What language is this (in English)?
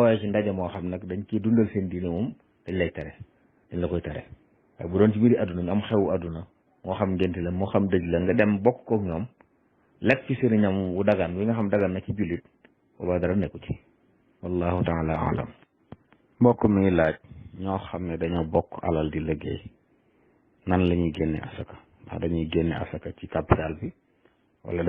Wolof